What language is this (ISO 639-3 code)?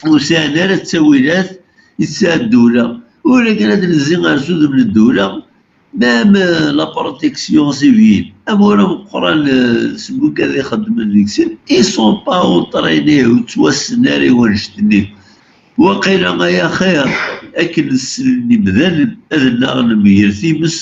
kab